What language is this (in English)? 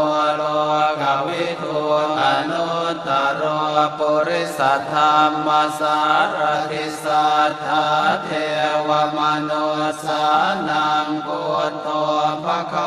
Pali